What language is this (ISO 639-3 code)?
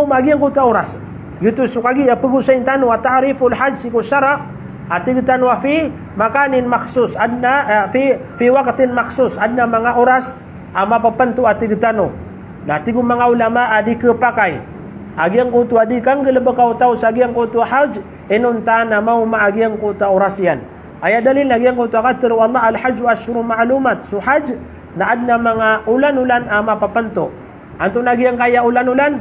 mrw